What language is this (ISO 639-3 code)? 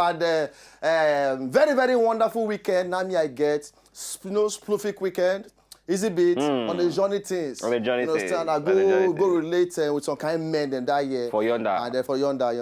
pcm